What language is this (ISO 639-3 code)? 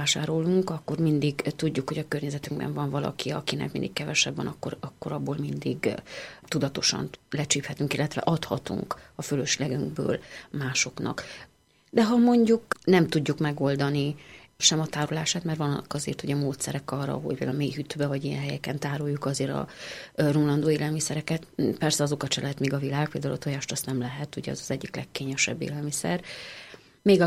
hun